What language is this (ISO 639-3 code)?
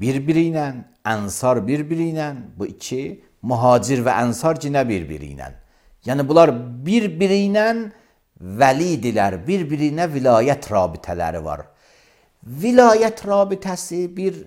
aze